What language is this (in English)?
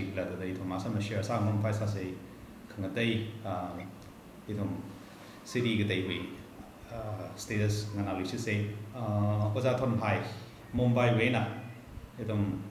Tangkhul Naga (India)